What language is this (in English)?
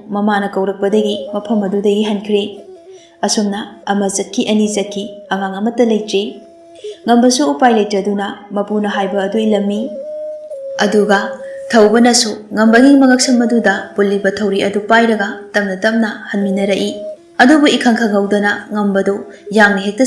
Manipuri